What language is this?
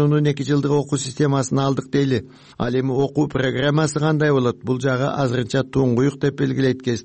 Kyrgyz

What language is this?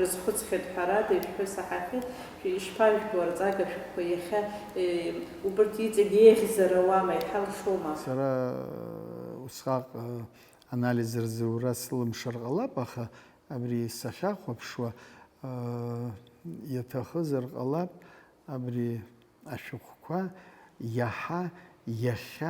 Abkhazian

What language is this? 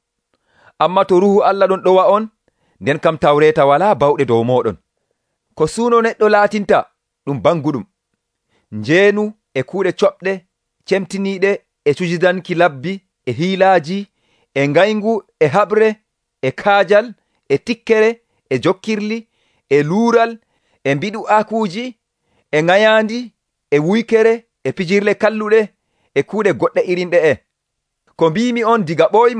Nigerian Fulfulde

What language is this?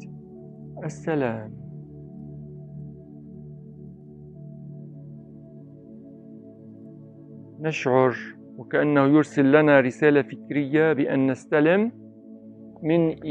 Arabic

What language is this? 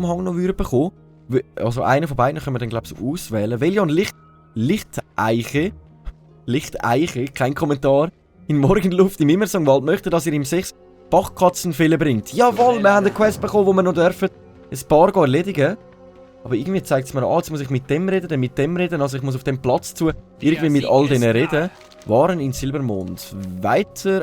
Swiss German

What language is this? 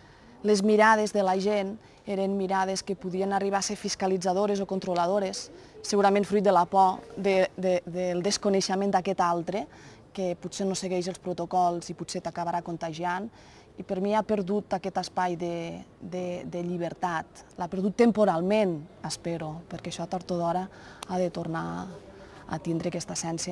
Catalan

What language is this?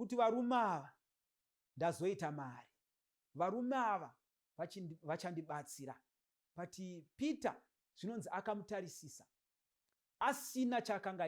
Shona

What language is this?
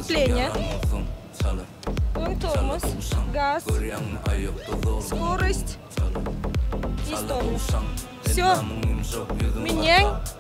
Turkmen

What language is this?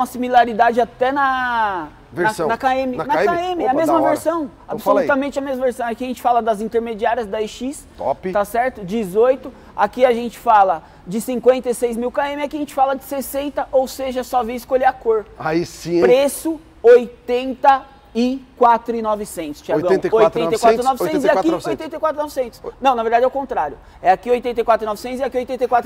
Portuguese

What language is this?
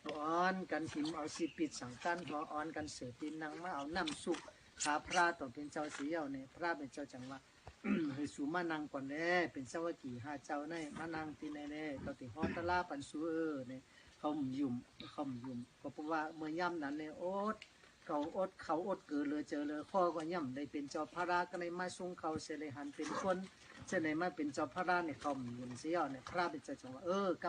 Shan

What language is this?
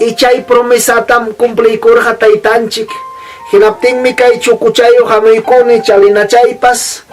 Ayacucho Quechua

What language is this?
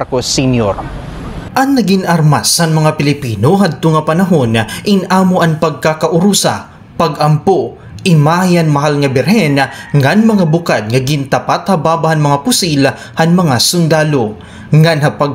Waray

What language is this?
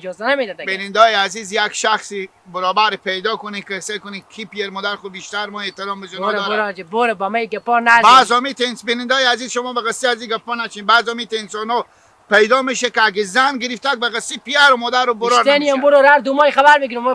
Hazaragi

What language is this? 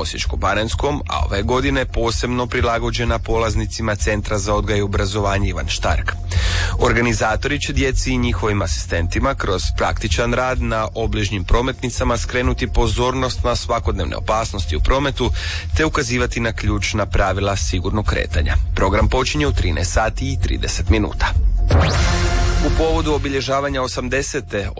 Croatian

